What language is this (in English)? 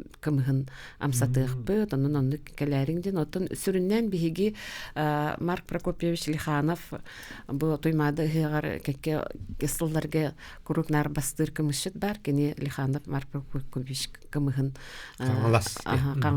Yakut